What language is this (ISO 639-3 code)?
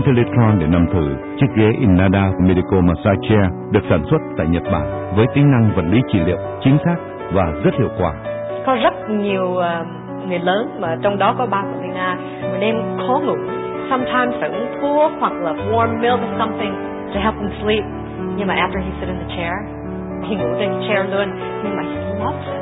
vie